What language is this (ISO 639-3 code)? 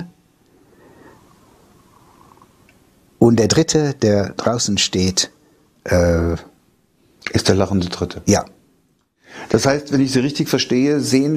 deu